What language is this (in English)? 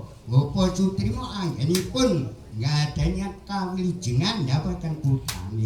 Javanese